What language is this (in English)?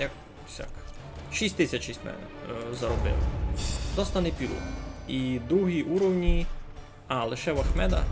Rusyn